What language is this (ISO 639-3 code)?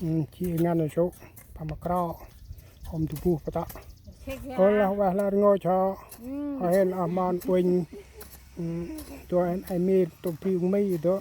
cmo